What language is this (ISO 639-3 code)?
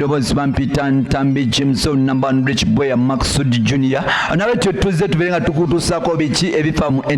lug